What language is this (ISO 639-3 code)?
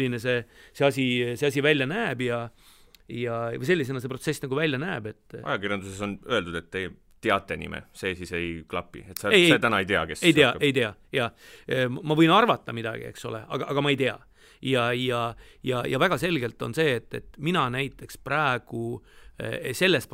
est